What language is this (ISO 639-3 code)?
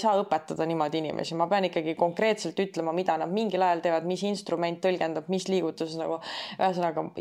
est